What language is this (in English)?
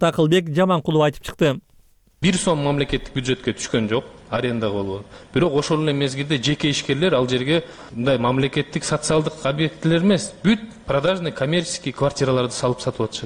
Kyrgyz